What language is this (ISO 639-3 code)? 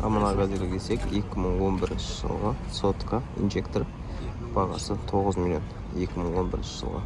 kaz